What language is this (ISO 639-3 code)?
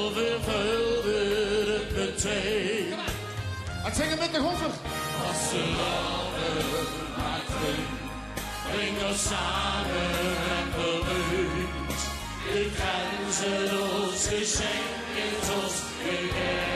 lim